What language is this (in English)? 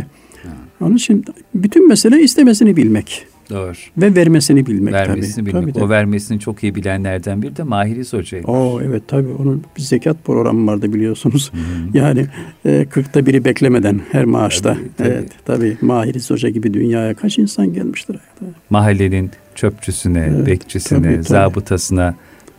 Turkish